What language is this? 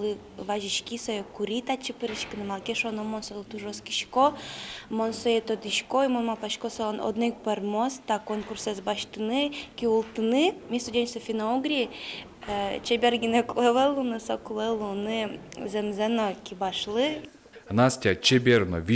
Udmurt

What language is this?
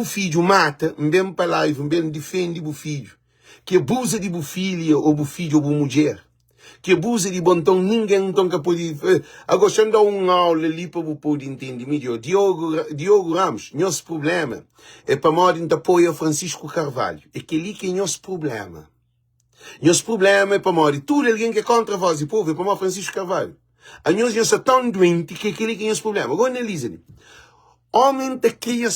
Kabuverdianu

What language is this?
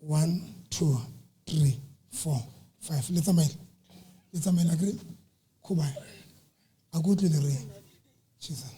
Southern Sotho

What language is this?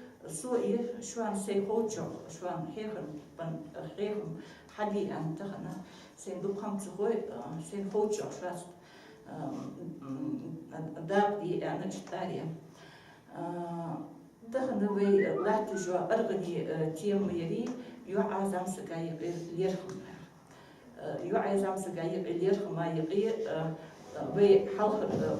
Ingush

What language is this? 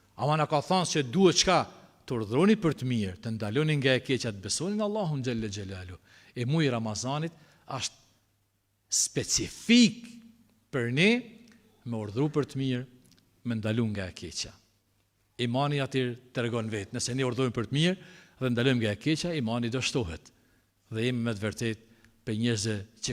Albanian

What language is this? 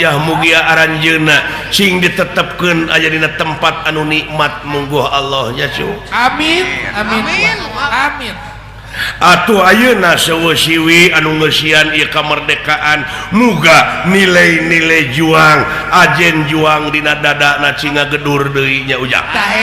Sundanese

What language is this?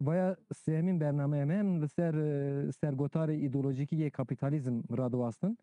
Kurdish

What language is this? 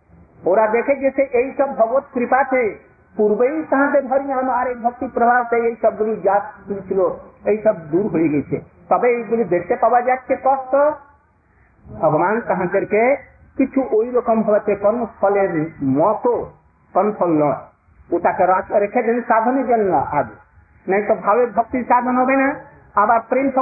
Bangla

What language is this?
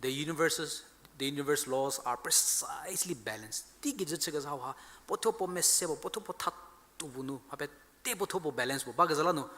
Angami Naga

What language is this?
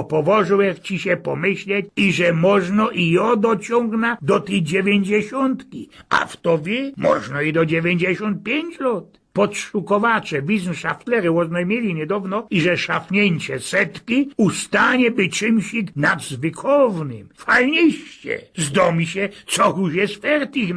Silesian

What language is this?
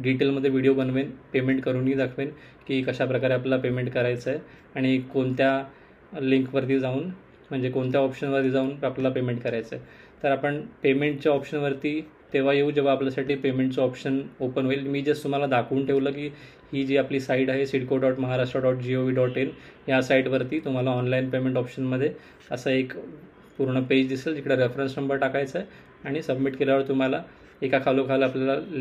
Marathi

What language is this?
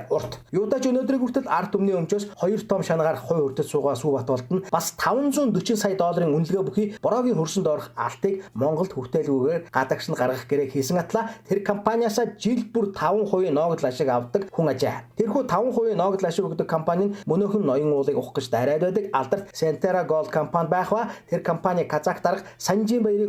Mongolian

